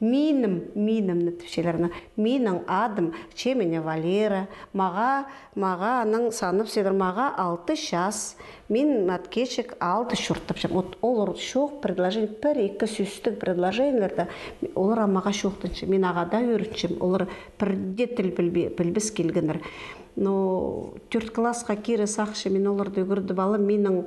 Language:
Khakas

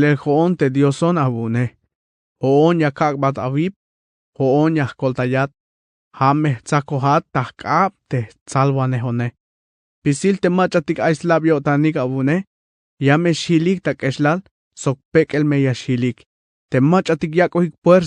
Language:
Tzeltal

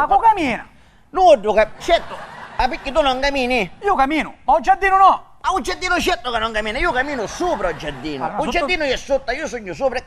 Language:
Sicilian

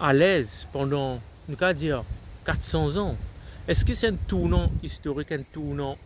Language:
Morisyen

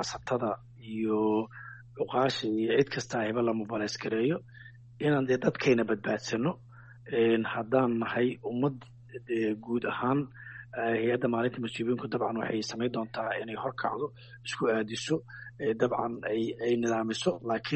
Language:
Somali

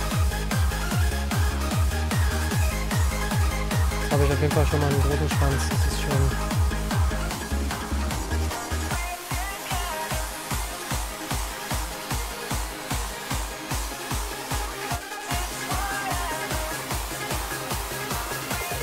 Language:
German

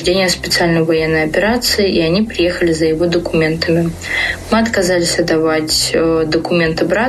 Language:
Russian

